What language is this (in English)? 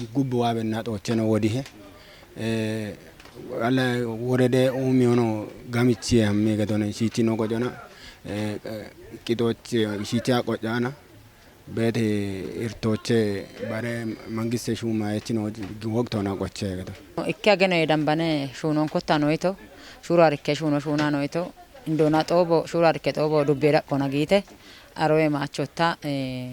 Kafa